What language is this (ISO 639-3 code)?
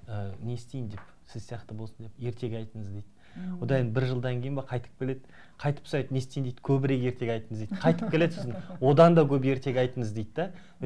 kaz